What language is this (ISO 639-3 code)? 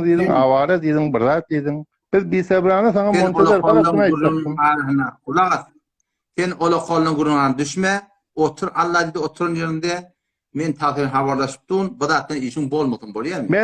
tuk